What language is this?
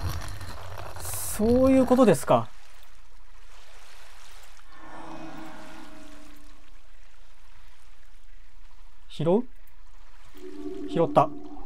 Japanese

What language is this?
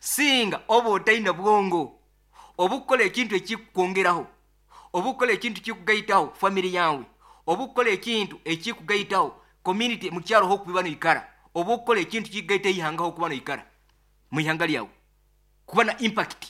Nyoro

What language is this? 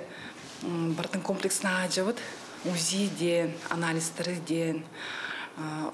Yakut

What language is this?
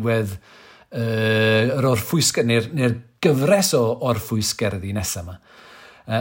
Welsh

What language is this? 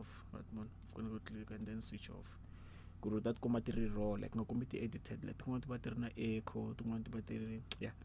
Tsonga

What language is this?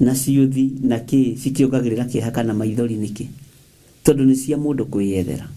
Kikuyu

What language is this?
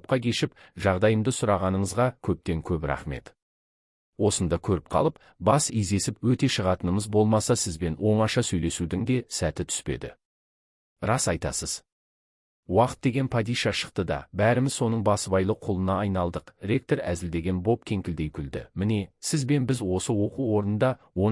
Kazakh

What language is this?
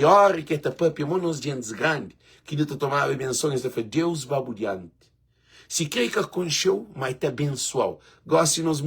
Kabuverdianu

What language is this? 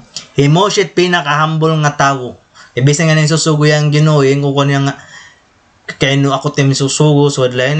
Waray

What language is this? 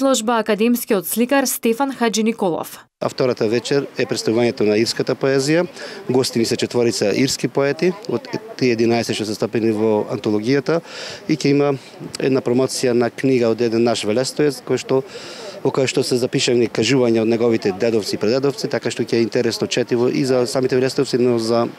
Macedonian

